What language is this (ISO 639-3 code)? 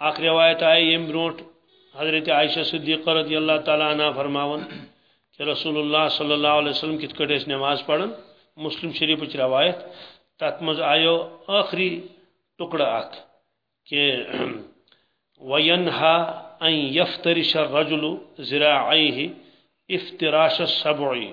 kas